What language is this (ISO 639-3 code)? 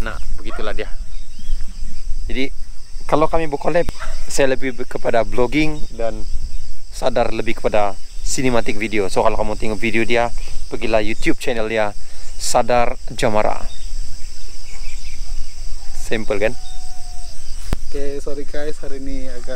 msa